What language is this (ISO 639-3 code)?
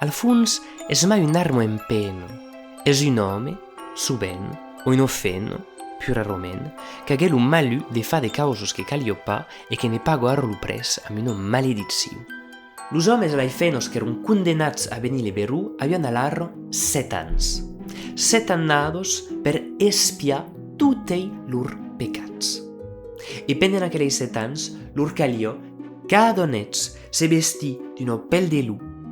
oci